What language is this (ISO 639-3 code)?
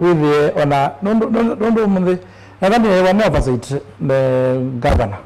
kam